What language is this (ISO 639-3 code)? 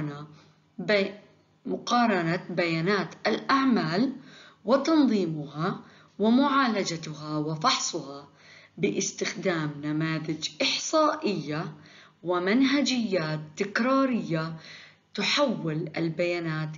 ara